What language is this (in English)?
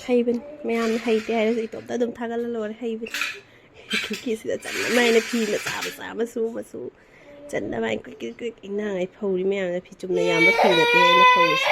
Manipuri